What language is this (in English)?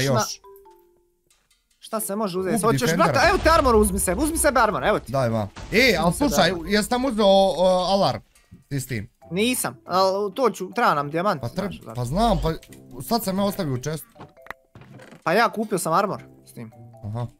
Bosnian